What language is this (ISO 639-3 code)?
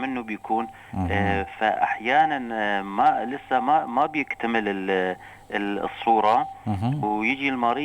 apc